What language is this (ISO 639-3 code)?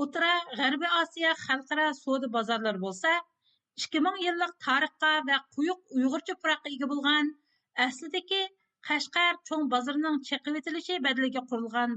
uig